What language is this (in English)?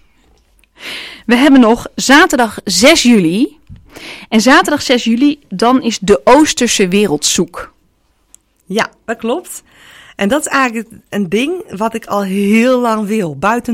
Dutch